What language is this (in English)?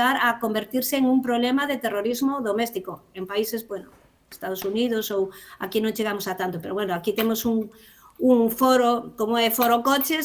Galician